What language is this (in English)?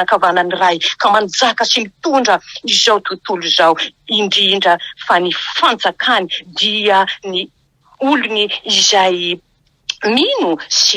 Malagasy